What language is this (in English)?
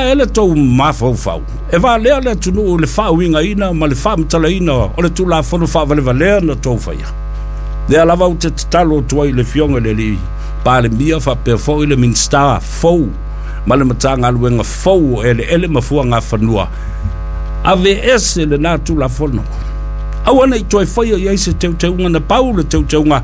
Samoan